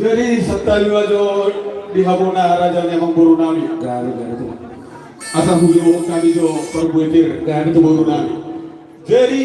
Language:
Batak Toba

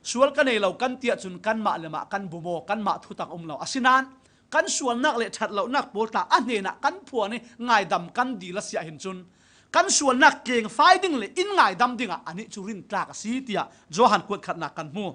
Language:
Falam Chin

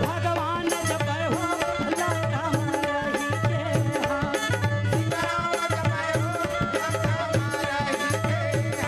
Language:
Chhattisgarhi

